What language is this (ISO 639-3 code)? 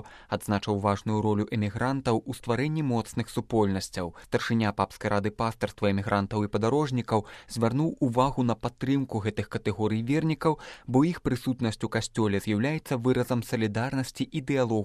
bel